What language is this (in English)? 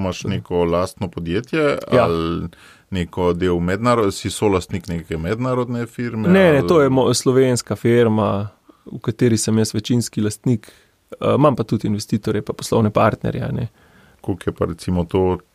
Slovenian